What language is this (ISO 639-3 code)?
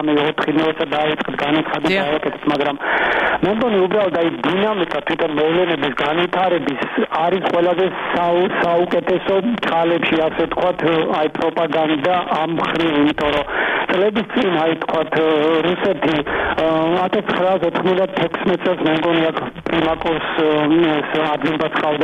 kat